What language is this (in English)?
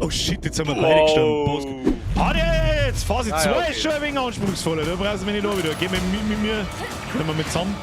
Bavarian